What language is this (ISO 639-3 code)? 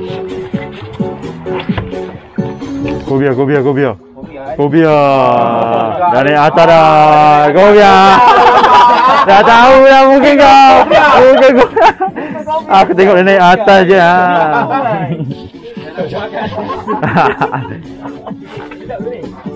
msa